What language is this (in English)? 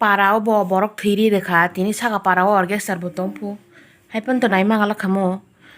Kok Borok